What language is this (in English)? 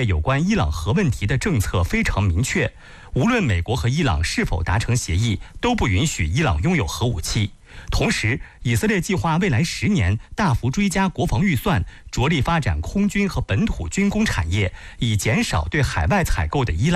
Chinese